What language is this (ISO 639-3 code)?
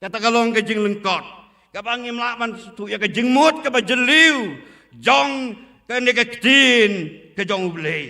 kha